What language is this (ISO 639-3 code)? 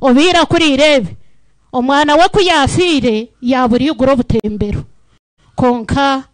nyn